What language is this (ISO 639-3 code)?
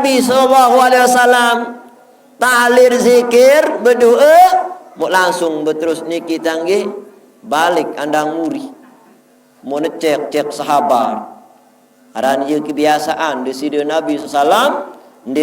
sas